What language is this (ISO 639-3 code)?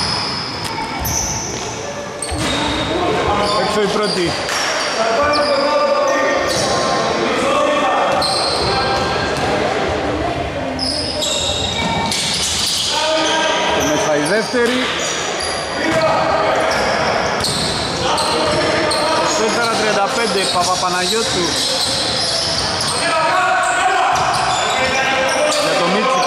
ell